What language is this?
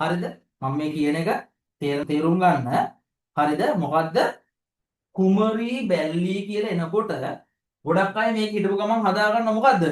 Sinhala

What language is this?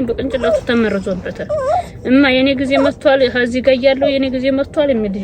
Amharic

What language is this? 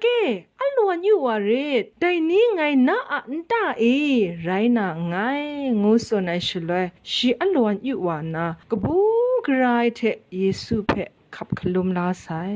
Kachin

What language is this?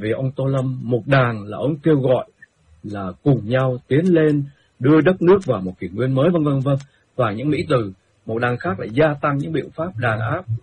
Vietnamese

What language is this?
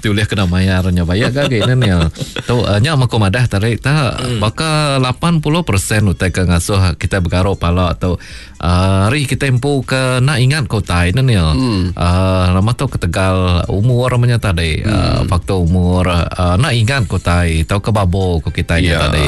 Iban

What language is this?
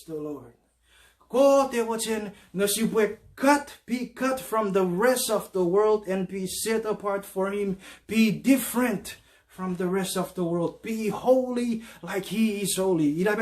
Chuukese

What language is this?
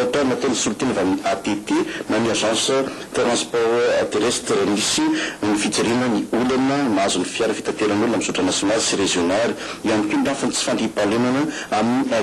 Malagasy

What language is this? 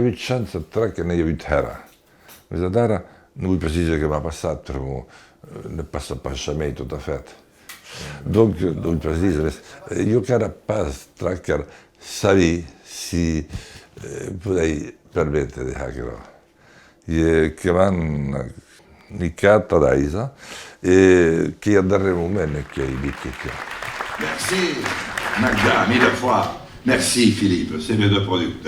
Occitan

